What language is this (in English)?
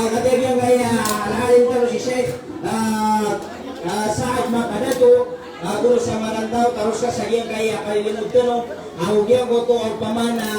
Maranao